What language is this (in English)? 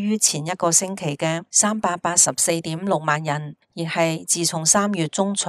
Cantonese